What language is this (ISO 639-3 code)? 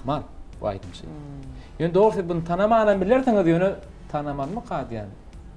tuk